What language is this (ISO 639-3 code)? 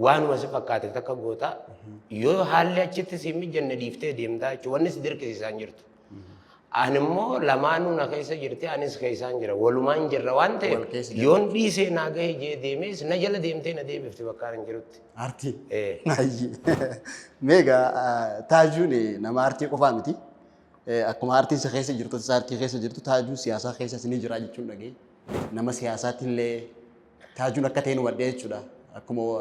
orm